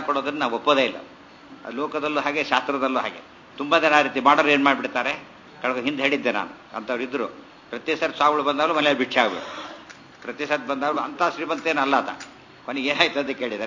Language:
Kannada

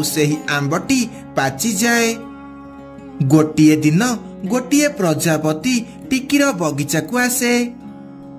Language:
Odia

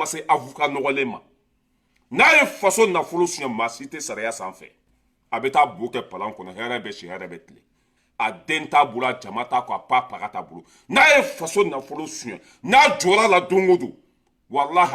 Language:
Bambara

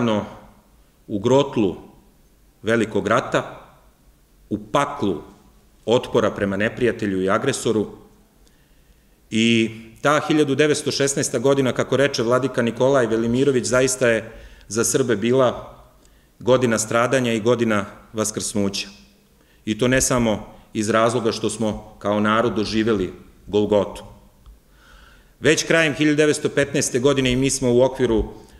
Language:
Serbian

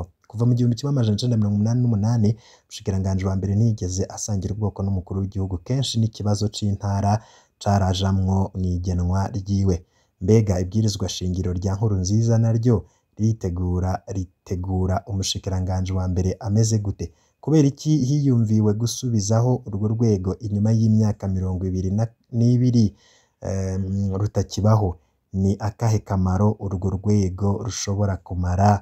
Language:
Rundi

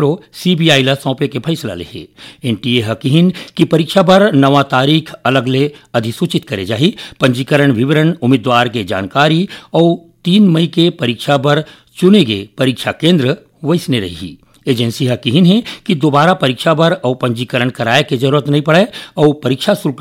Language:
Chhattisgarhi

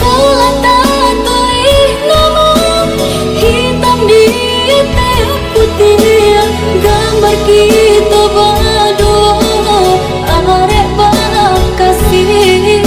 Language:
Minangkabau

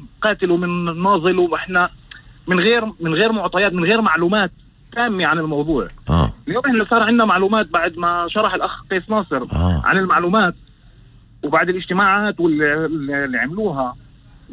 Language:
North Levantine Arabic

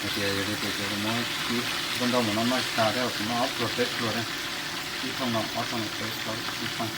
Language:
Hmong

